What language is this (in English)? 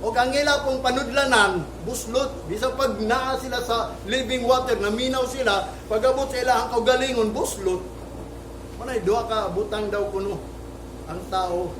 Cebuano